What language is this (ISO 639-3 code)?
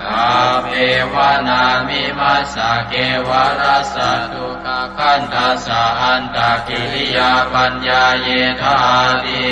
pli